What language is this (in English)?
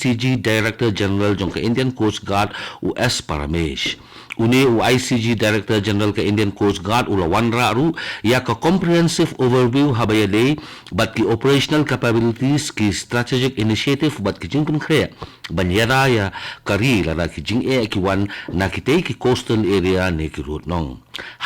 Khasi